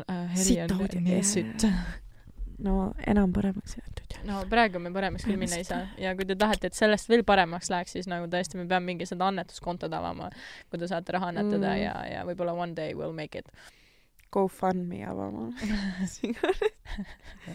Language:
Estonian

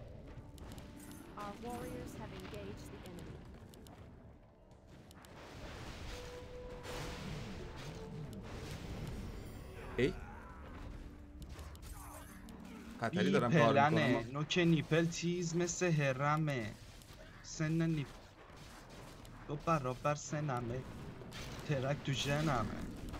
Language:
Persian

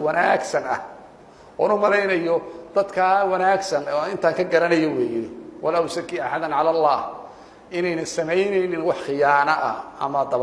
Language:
Somali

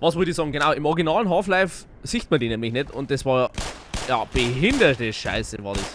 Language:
Bavarian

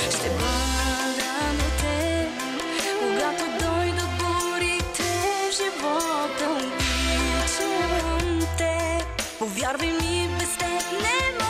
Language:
Bulgarian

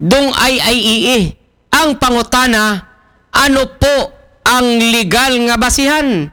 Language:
Aklanon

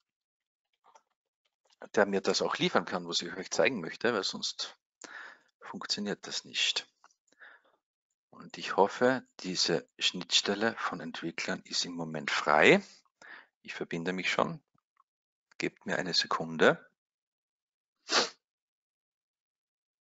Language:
German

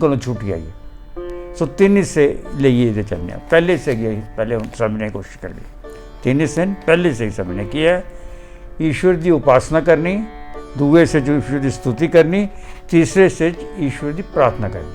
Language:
Dogri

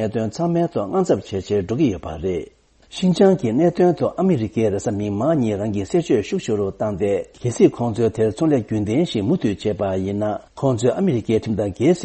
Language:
Tibetan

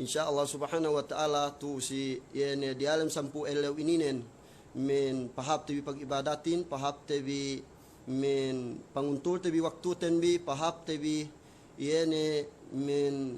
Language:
Yakan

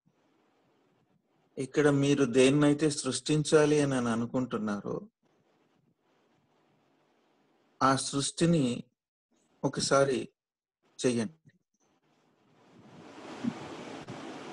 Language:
Telugu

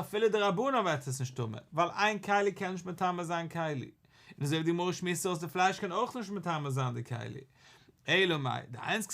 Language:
Yiddish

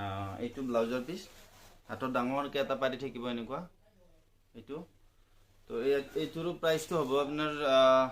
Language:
Assamese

